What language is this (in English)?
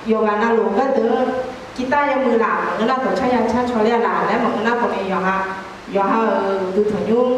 Akha